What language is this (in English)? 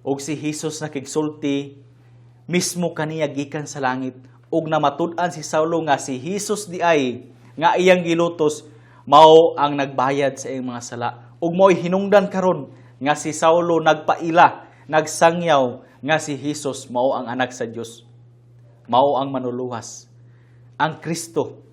Cebuano